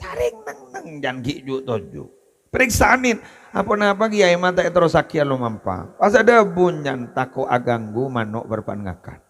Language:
Madurese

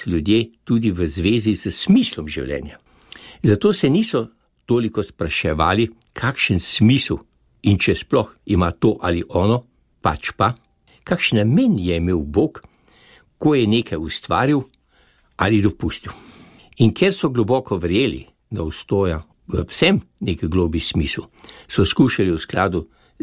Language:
Slovenian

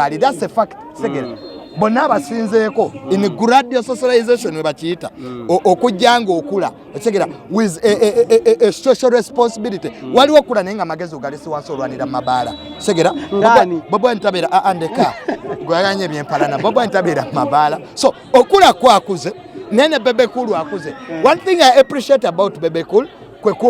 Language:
Ganda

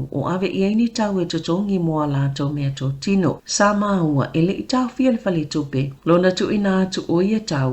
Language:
Samoan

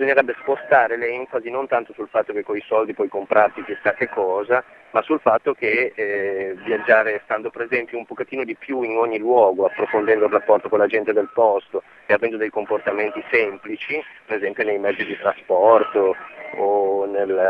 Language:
Italian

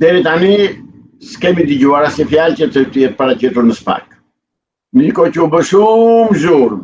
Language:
Albanian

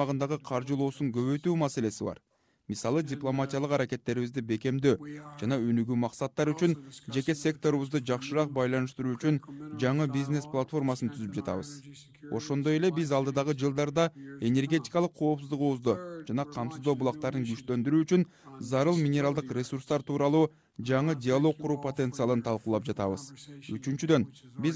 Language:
Kyrgyz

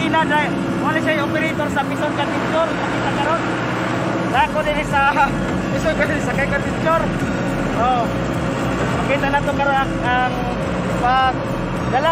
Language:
Cebuano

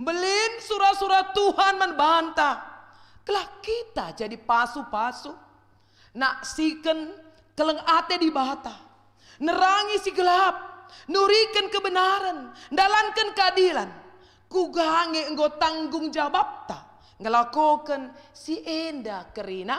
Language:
Batak Karo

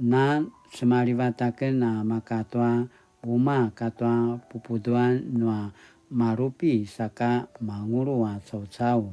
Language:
Paiwan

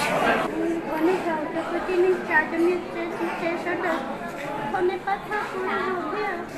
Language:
Hmong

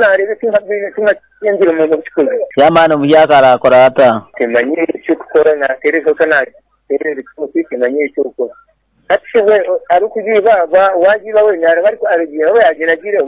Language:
Nyoro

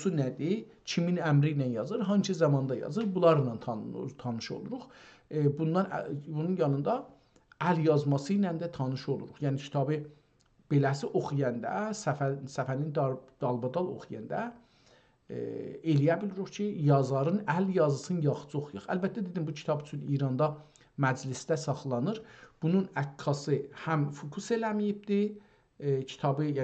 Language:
South Azerbaijani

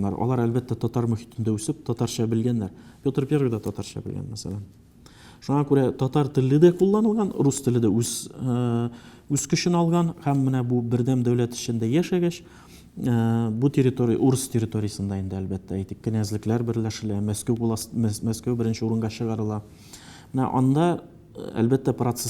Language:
Tatar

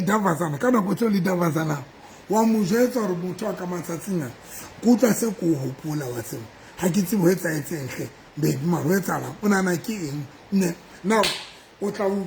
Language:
Southern Sotho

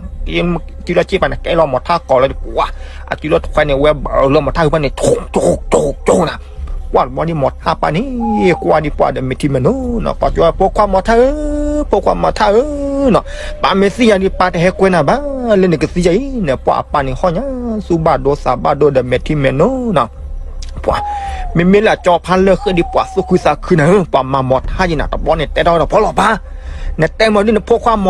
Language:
S'gaw Karen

